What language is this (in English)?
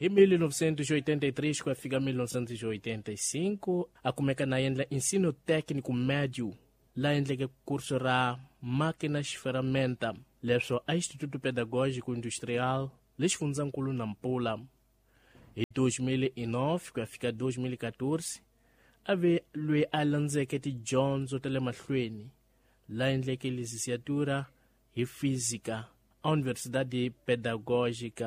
Tsonga